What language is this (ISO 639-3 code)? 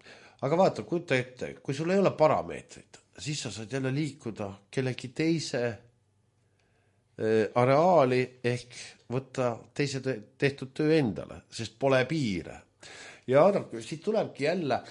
est